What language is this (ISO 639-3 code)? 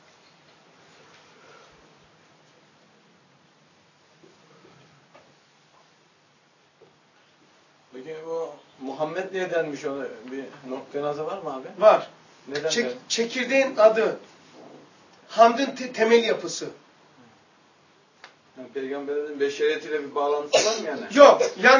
tur